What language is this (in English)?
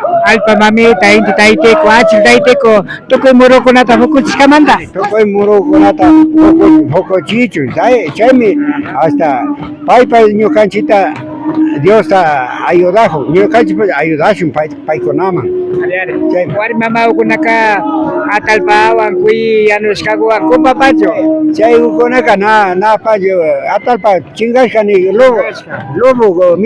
Imbabura Highland Quichua